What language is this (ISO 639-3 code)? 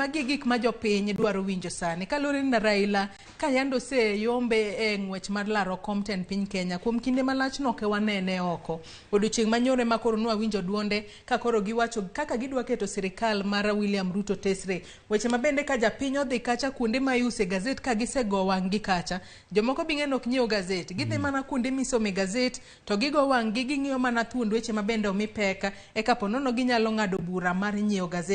luo